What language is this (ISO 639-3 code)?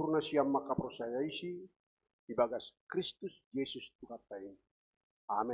bts